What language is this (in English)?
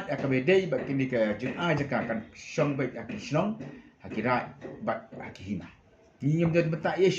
Khasi